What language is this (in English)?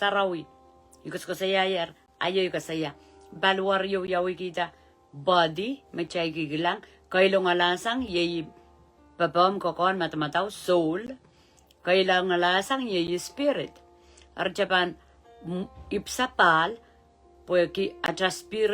Pohnpeian